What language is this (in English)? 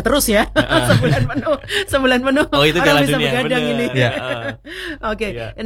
Indonesian